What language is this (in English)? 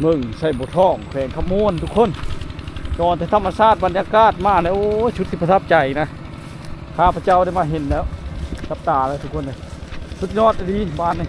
Lao